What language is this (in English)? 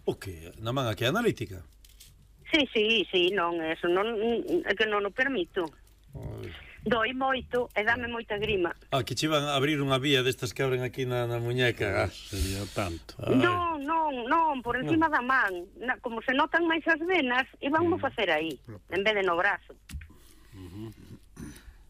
Galician